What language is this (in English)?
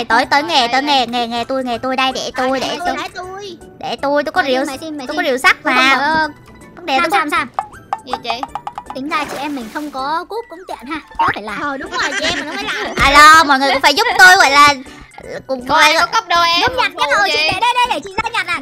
Vietnamese